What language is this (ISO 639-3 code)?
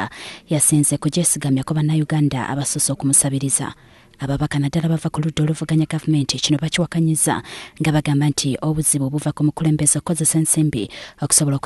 lug